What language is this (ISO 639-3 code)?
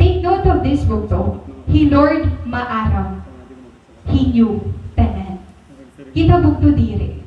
war